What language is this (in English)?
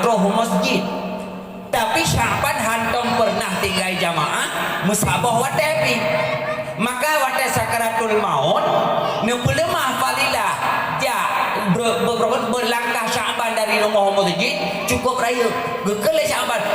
Achinese